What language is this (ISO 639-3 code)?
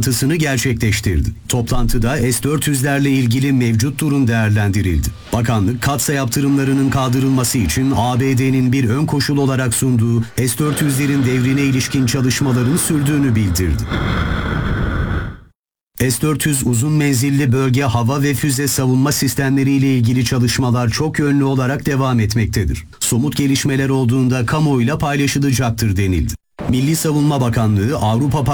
tur